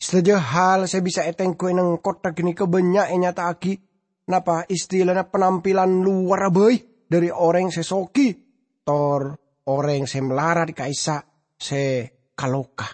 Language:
Madurese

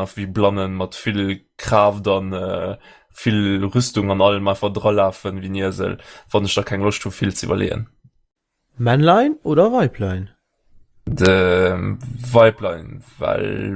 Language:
Luxembourgish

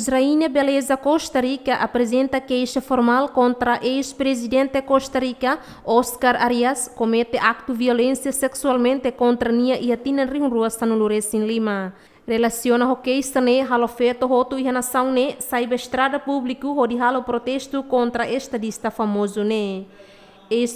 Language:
Tetum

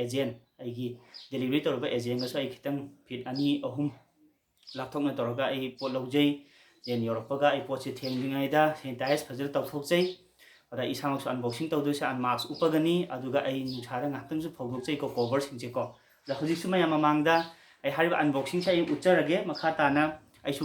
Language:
Manipuri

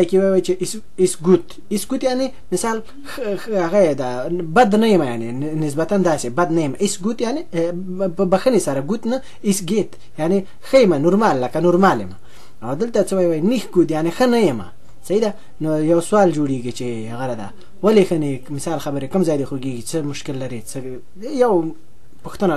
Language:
Pashto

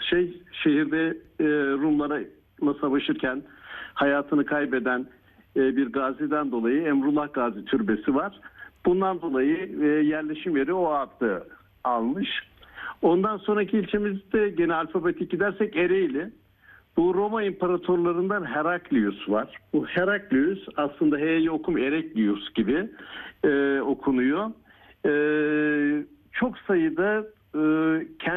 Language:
Turkish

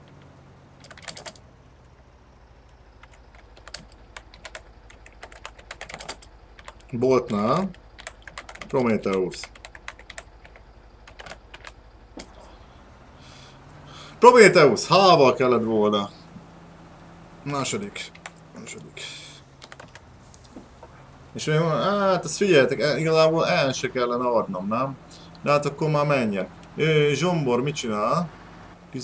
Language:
Hungarian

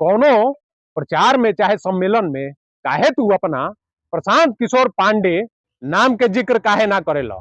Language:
Bhojpuri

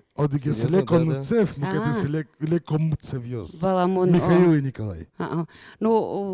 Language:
Udmurt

